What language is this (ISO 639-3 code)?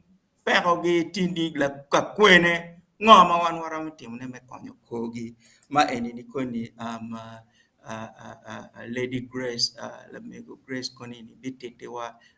ach